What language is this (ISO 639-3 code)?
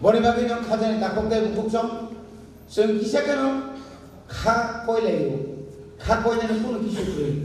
trp